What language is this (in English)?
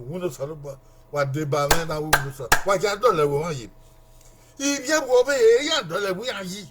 Bini